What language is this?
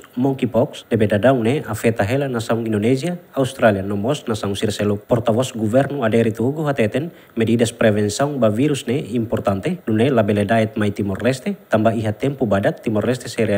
Tetum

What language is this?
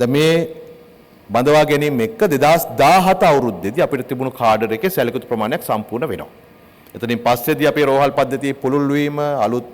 Sinhala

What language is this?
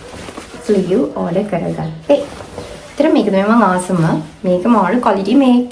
Sinhala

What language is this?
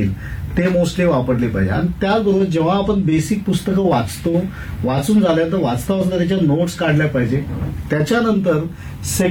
Marathi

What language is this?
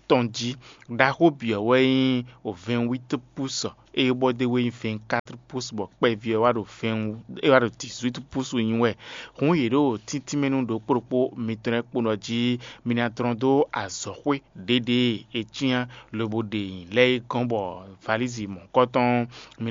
Fon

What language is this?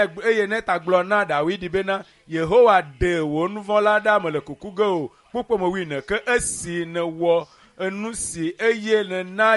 Ewe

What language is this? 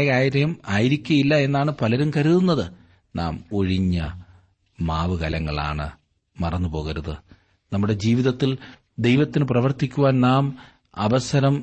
Malayalam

